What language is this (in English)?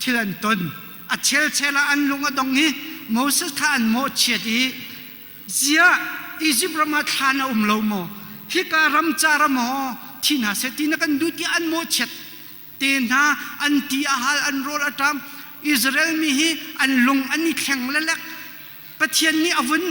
Hakha Chin